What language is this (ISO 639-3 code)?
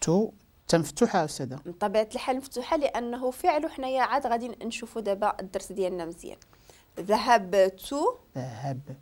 ary